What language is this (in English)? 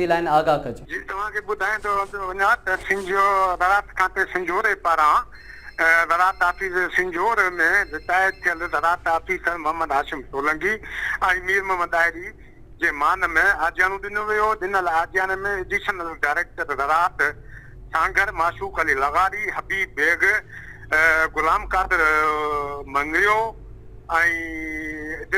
Sindhi